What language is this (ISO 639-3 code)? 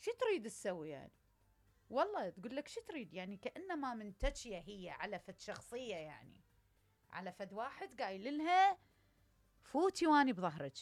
acm